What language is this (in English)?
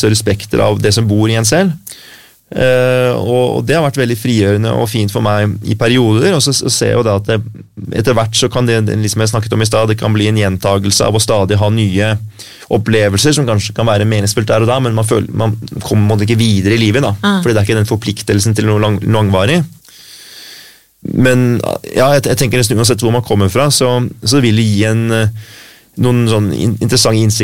Norwegian